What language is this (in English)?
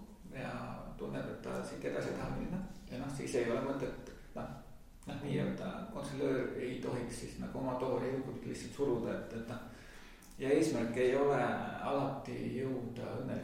Estonian